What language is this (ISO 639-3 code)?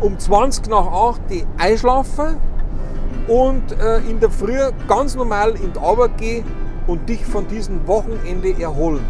bar